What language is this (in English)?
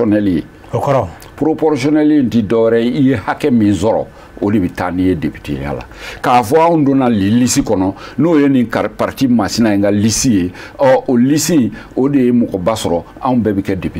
Bambara